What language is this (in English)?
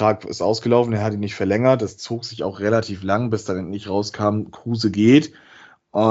German